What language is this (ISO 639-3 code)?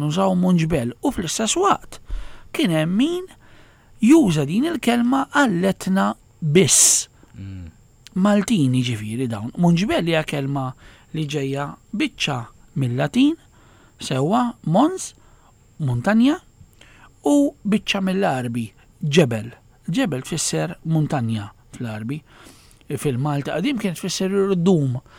mlt